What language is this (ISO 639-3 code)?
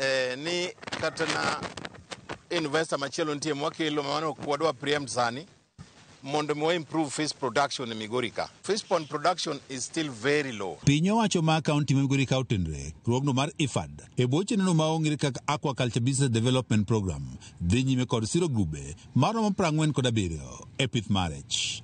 luo